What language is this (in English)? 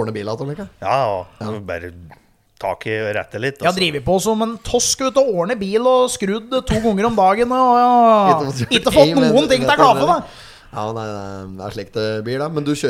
Norwegian